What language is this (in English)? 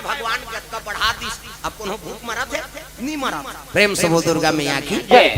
Chhattisgarhi